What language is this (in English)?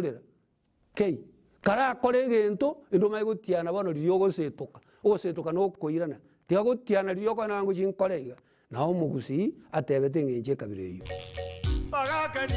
Gusii